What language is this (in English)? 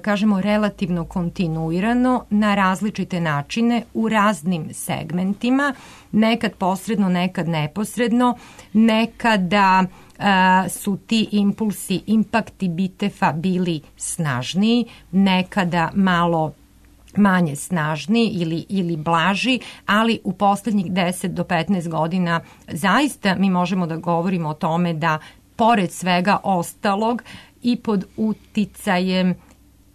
Serbian